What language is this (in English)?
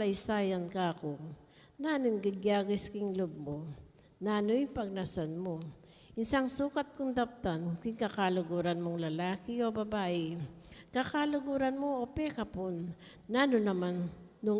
Pampanga